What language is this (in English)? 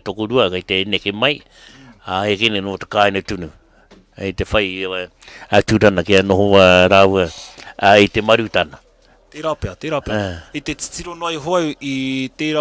Māori